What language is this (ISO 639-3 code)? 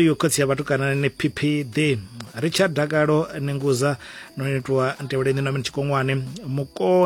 ven